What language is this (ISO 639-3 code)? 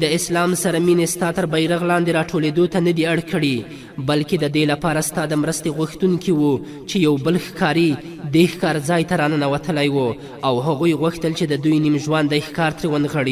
pus